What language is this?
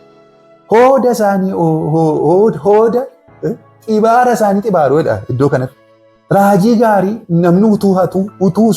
Oromo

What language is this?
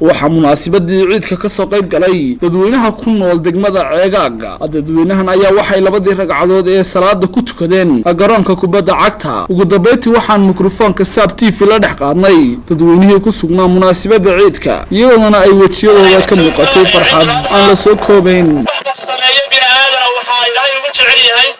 Somali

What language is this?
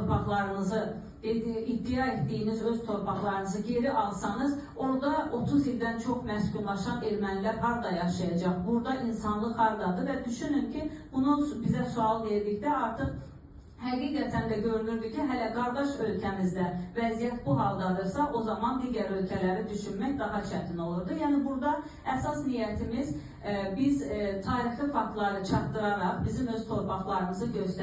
Azerbaijani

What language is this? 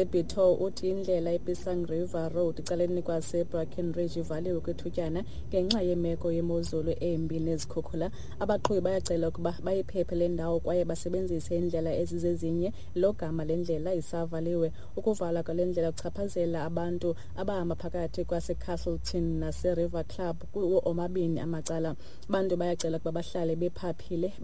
Xhosa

